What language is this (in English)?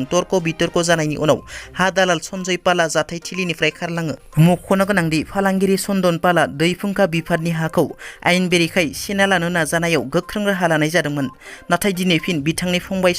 Bodo